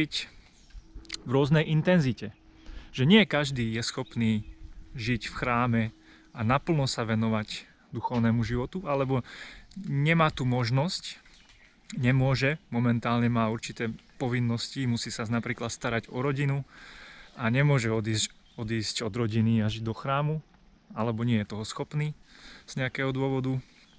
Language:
Slovak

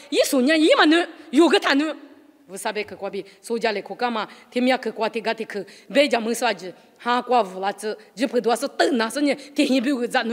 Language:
Lisu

